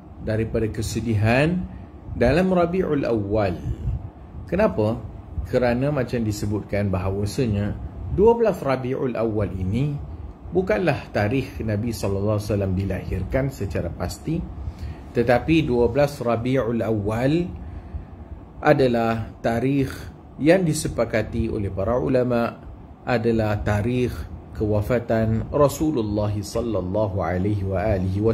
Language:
Malay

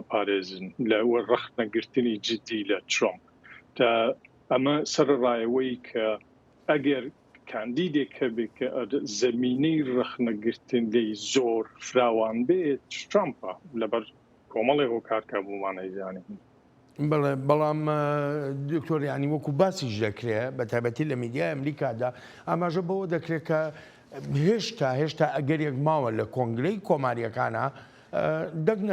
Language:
Central Kurdish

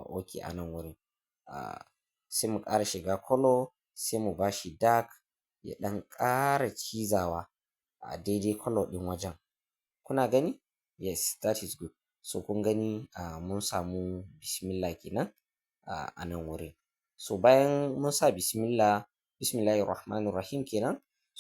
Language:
Hausa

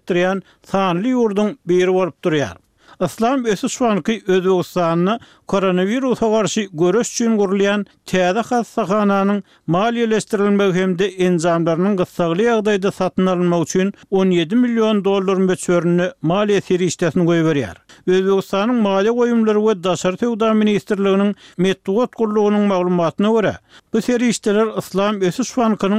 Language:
Turkmen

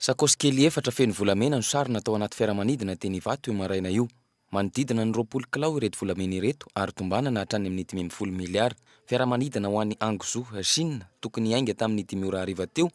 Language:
Malagasy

